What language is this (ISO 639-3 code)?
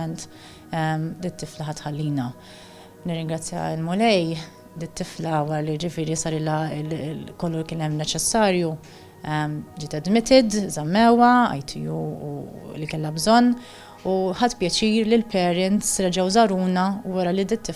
mlt